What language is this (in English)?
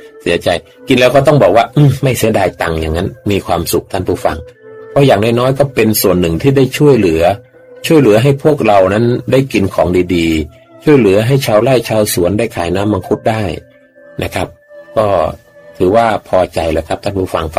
Thai